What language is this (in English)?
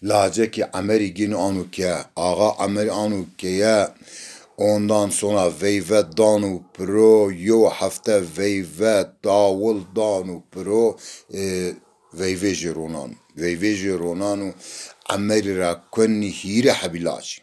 Zaza